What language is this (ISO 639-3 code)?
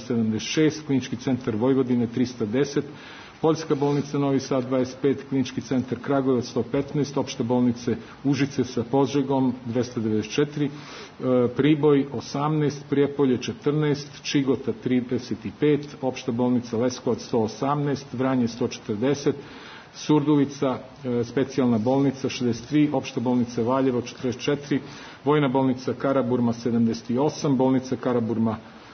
srp